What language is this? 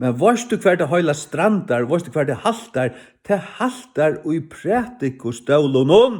Faroese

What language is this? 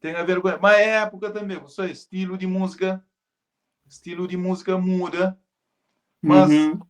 Kabuverdianu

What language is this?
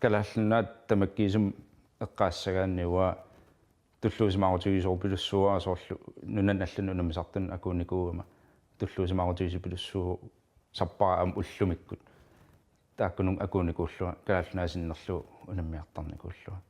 Kalaallisut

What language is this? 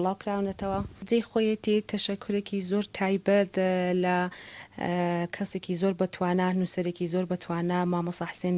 Central Kurdish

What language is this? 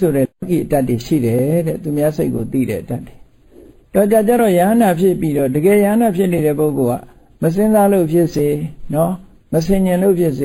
Burmese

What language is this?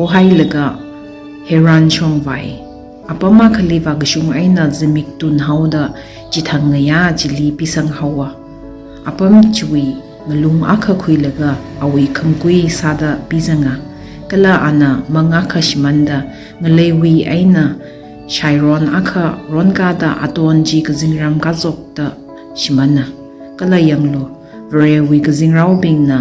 Tangkhul Naga (India)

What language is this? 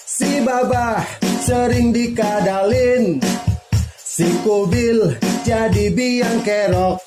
Betawi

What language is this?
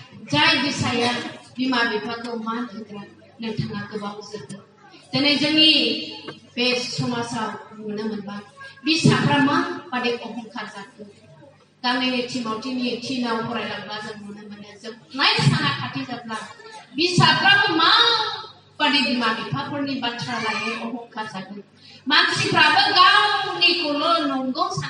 Bodo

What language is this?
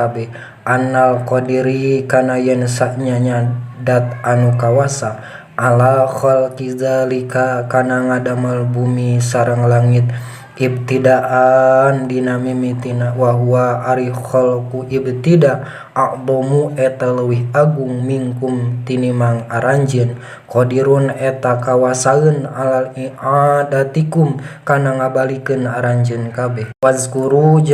Sundanese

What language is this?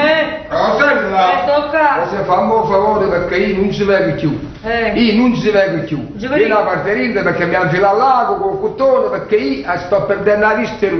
Neapolitan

